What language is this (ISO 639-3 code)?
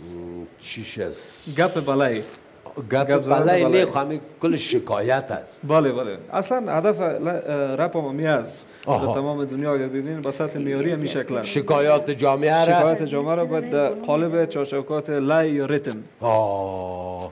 tgk